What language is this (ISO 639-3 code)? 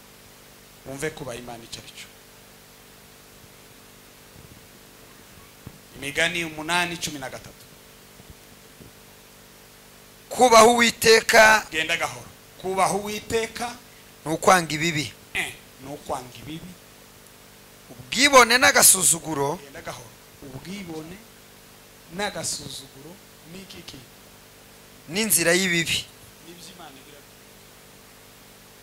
kin